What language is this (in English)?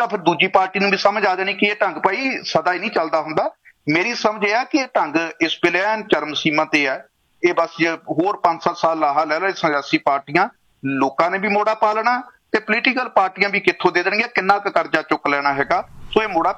Punjabi